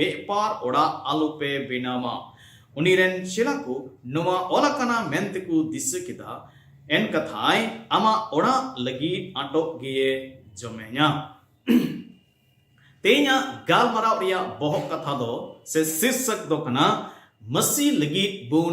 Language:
Santali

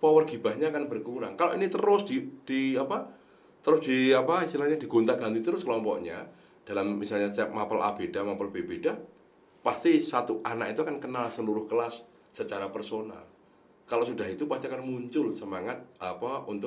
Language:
Indonesian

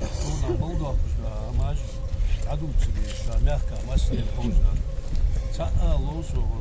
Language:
Ingush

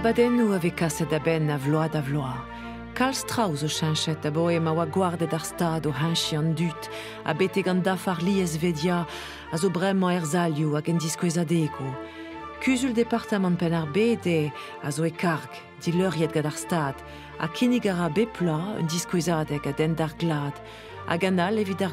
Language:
Breton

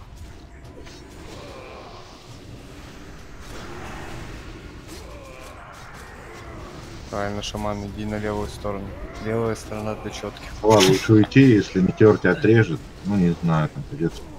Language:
Russian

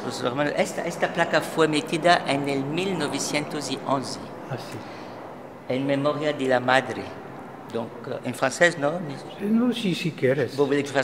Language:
Ladino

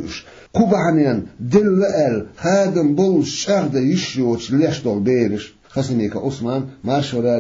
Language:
Chechen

